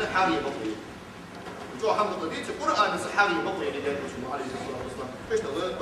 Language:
Ingush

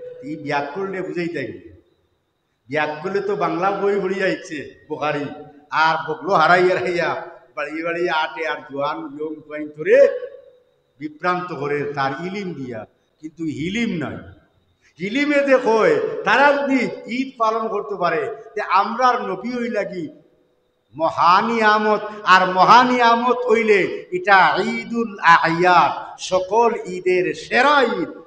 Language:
Sylheti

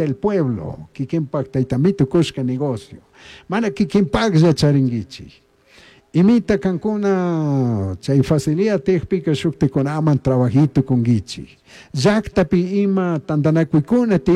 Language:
Chimborazo Highland Quichua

